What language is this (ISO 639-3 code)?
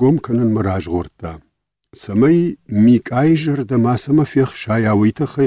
oss